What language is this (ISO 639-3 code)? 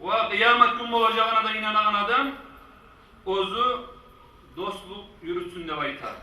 kum